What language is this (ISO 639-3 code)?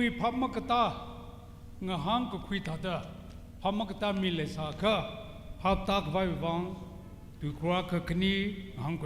nmf